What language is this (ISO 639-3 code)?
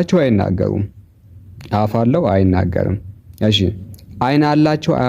amh